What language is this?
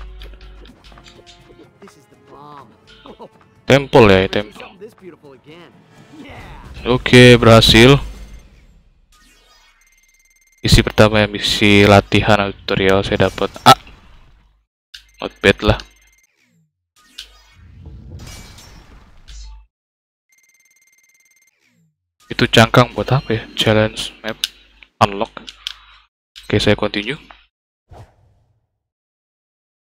Indonesian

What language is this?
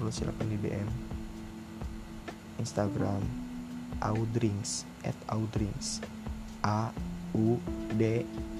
Indonesian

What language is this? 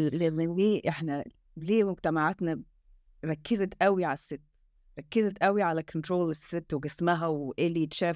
Egyptian Arabic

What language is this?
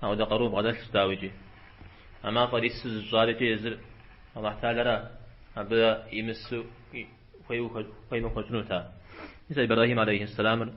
Kabardian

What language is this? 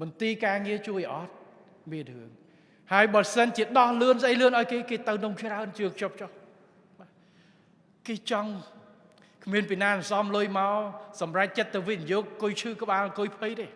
Khmer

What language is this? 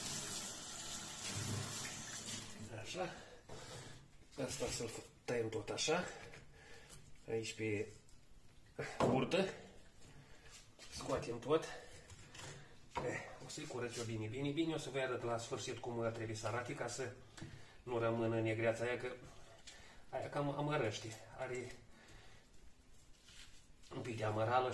Romanian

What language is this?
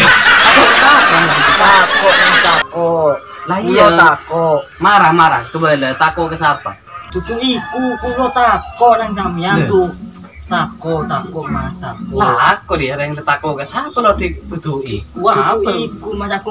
Madurese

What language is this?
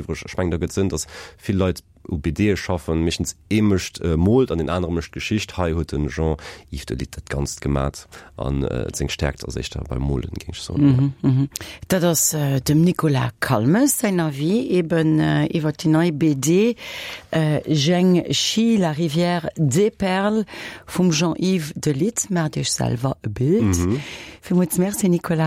Luxembourgish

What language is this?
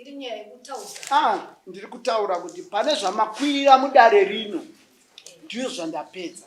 Shona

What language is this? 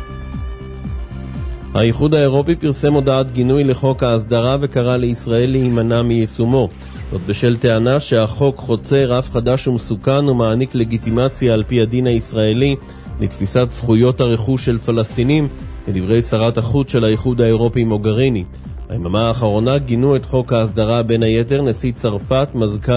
Hebrew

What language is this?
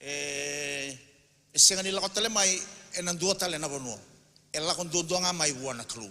Fijian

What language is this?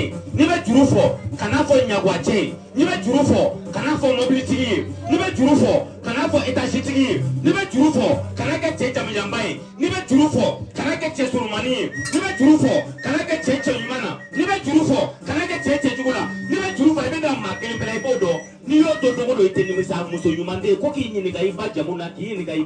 Bambara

